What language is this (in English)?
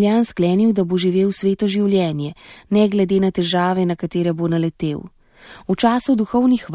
Slovenian